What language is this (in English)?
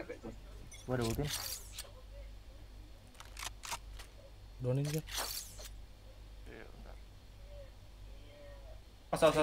Indonesian